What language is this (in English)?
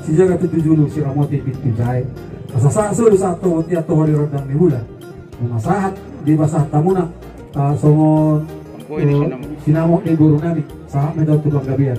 Batak Toba